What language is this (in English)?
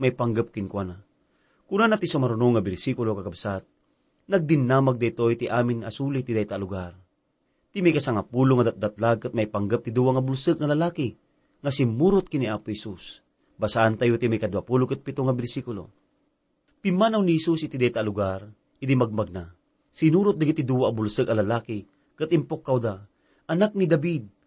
Iloko